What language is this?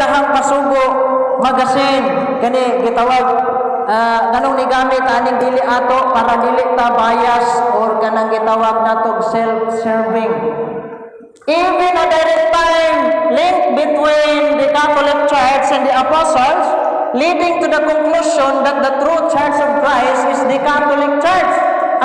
Cebuano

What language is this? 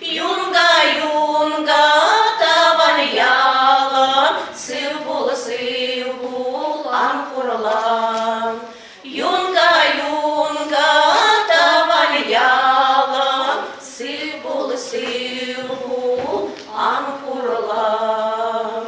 Chuvash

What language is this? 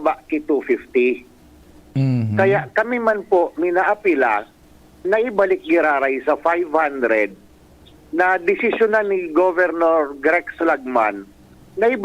Bikol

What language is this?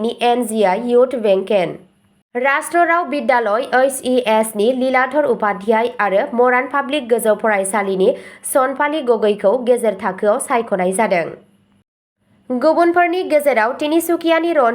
Bodo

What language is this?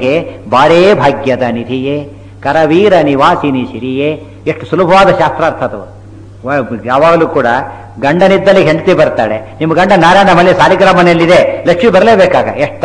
Kannada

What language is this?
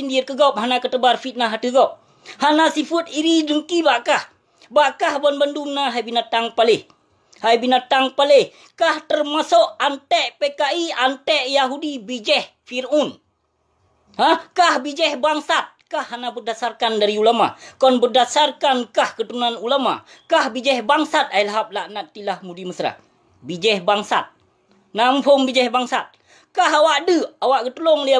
Achinese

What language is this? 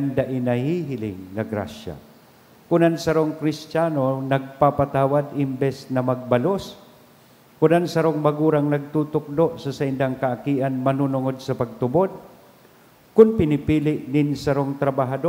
Bikol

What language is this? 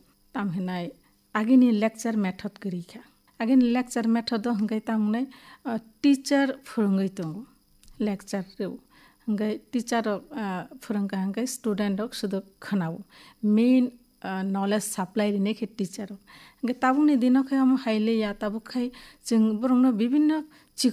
Kok Borok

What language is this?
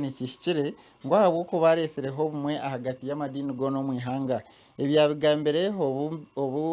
Nyankole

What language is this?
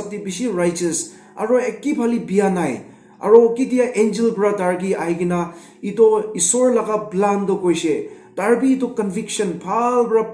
Naga Pidgin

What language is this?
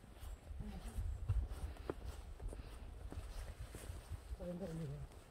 Danish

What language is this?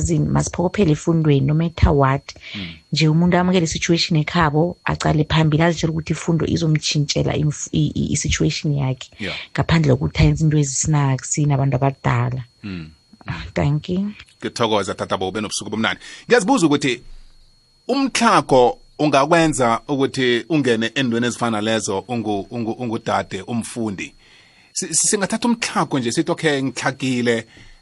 South Ndebele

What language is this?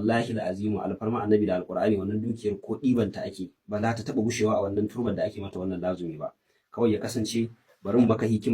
Hausa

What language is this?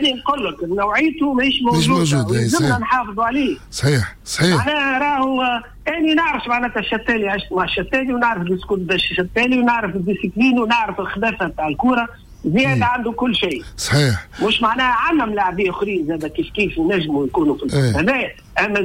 Tunisian Arabic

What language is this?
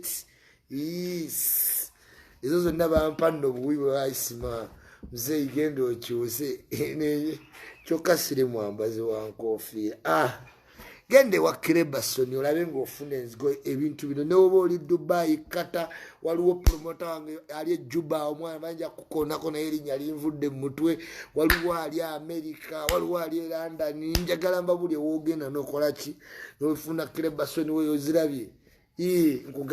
Ganda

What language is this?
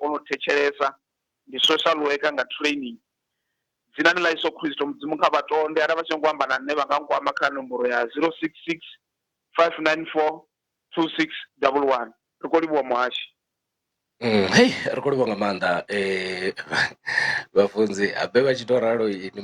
Venda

